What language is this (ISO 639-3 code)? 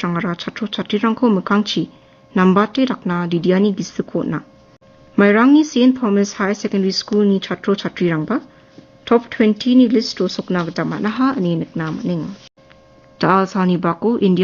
grt